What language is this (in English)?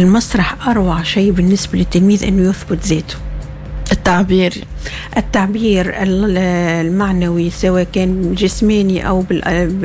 Tunisian Arabic